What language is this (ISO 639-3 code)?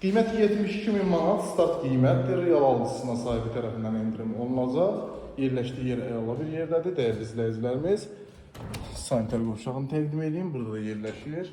aze